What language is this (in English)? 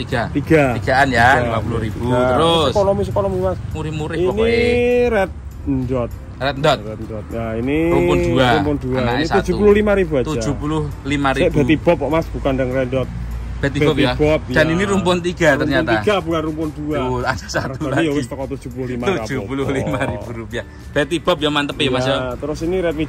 Indonesian